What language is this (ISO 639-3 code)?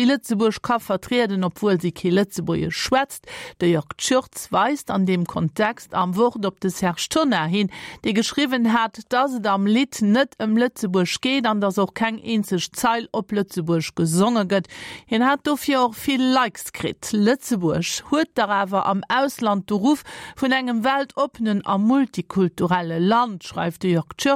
ltz